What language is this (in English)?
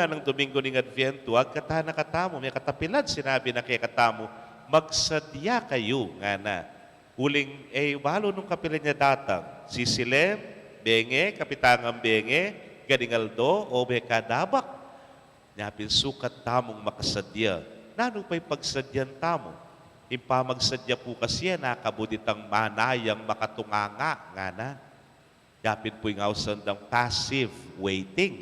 Pampanga